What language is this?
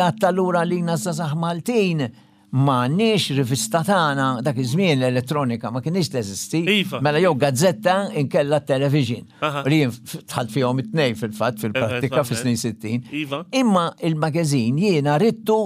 Maltese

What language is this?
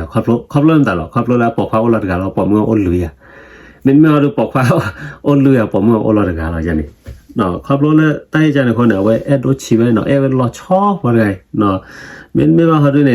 S'gaw Karen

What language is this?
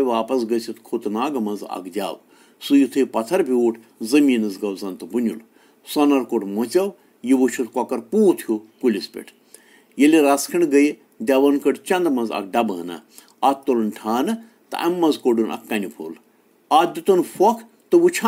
Kashmiri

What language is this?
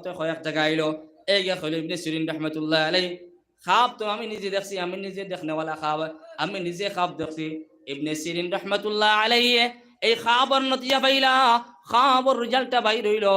Sylheti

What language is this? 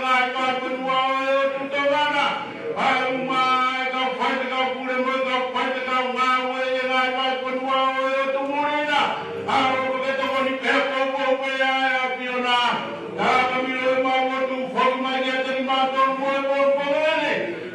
Tongan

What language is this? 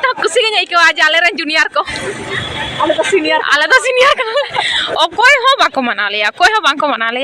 Santali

